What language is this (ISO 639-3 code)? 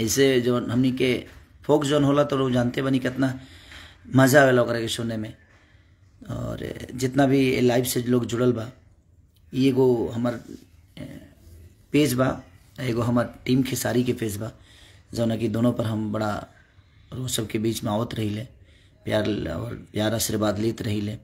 bho